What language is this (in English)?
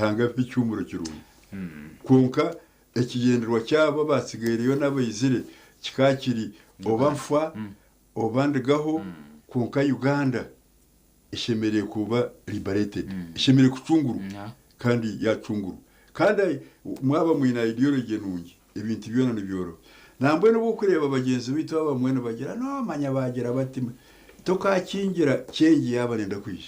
Nyankole